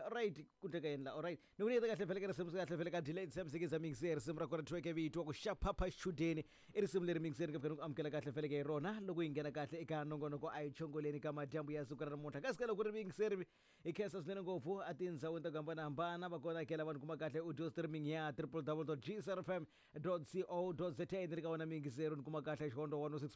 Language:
Tsonga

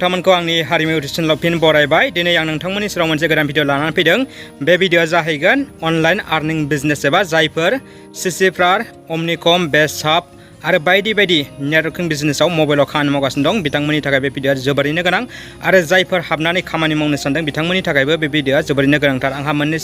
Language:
Bodo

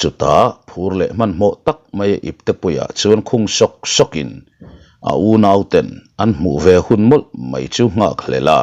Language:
Mizo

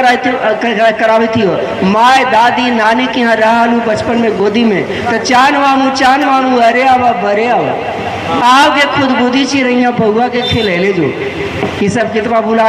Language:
Magahi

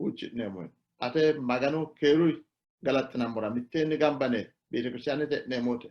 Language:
Sidamo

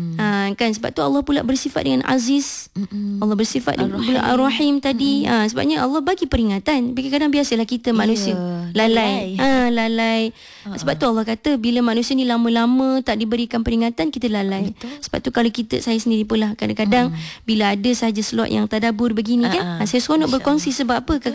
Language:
Malay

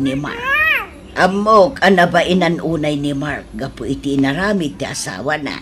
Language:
Iloko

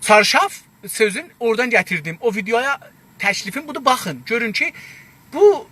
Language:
South Azerbaijani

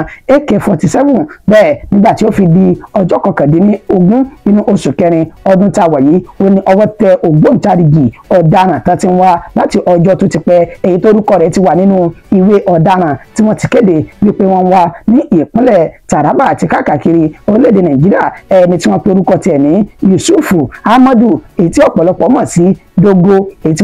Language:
Yoruba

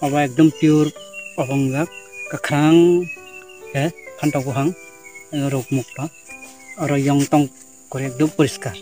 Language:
Kok Borok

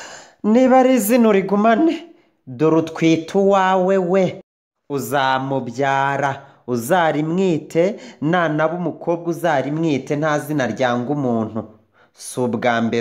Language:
Kinyarwanda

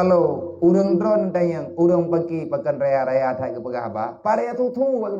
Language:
Achinese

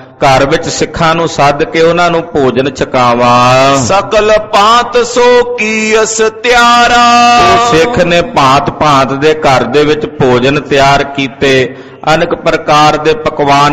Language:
Punjabi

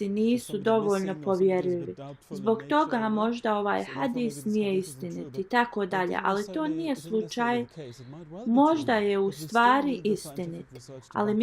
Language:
Bosnian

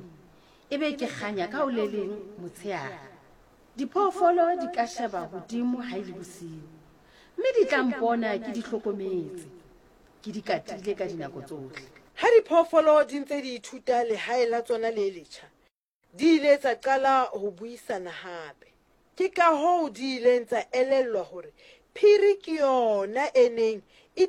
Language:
Southern Sotho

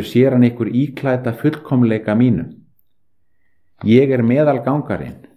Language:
Icelandic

